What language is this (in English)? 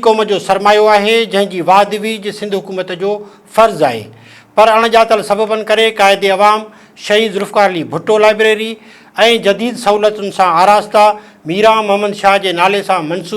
Sindhi